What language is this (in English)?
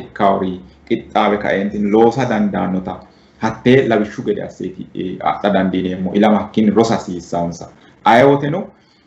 Sidamo